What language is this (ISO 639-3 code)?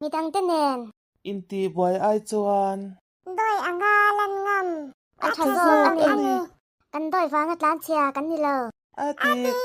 lus